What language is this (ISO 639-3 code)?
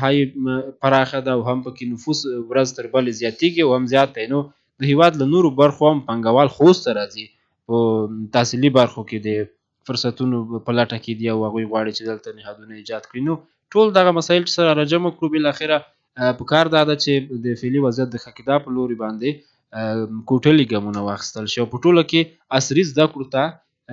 pus